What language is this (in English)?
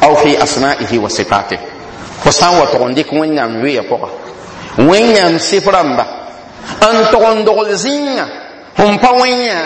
Mossi